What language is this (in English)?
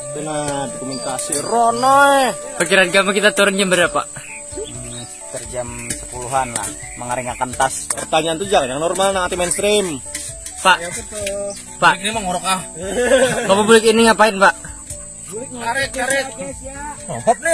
Banjar